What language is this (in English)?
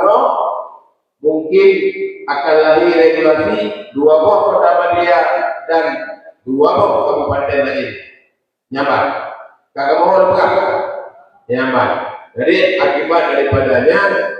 Achinese